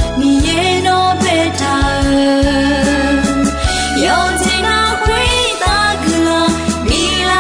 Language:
Akha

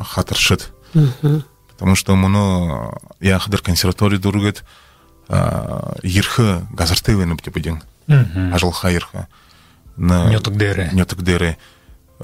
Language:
Buriat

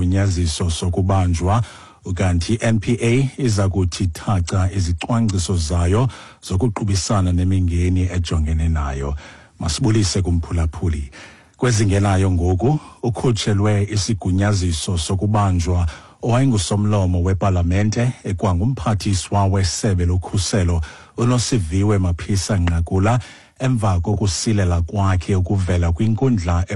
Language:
Xhosa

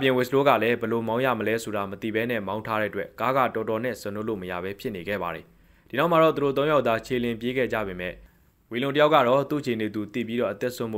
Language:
Burmese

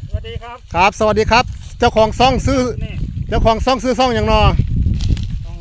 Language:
Northeastern Thai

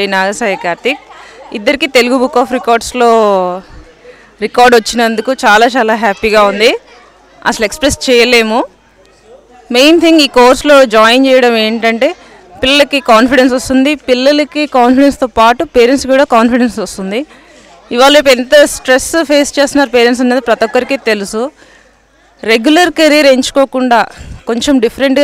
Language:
Telugu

